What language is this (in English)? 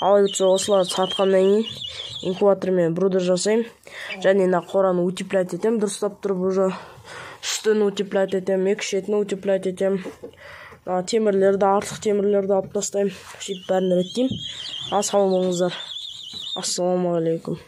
Kyrgyz